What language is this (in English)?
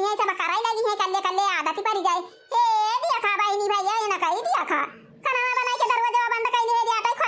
Awadhi